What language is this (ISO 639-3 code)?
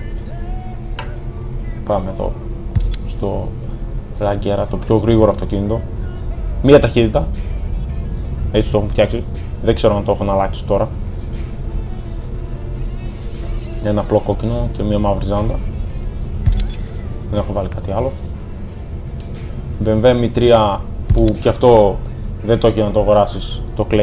ell